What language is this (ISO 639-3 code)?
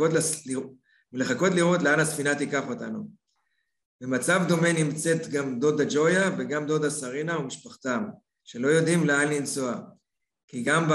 heb